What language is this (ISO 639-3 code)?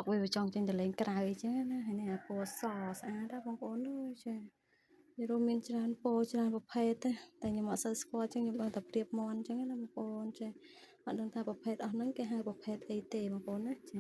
khm